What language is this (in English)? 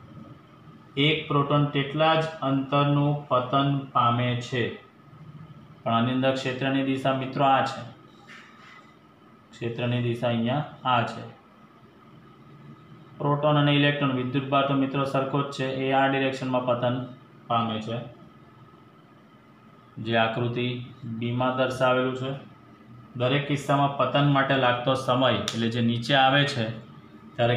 Gujarati